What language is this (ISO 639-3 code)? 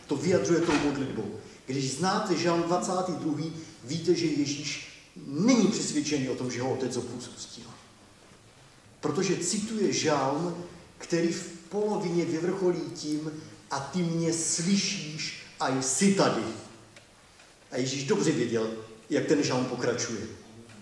ces